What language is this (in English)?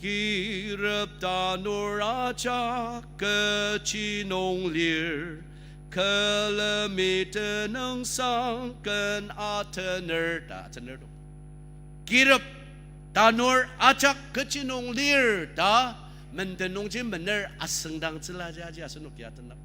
Ao Naga